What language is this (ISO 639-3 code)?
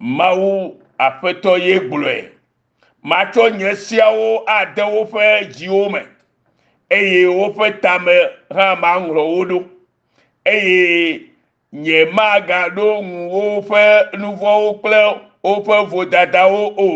ewe